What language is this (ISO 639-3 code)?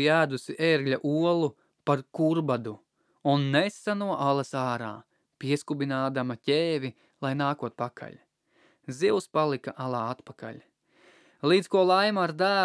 lav